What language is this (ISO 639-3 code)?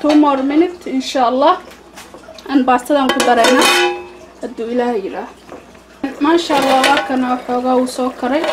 som